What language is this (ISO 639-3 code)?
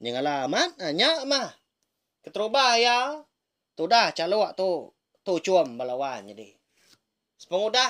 iba